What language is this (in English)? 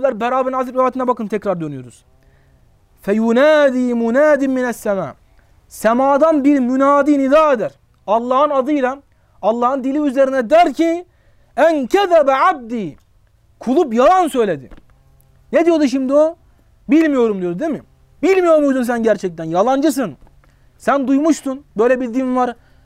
Turkish